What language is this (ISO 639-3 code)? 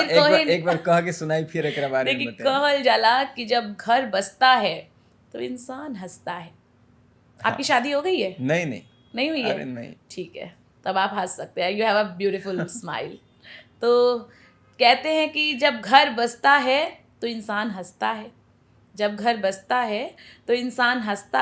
bho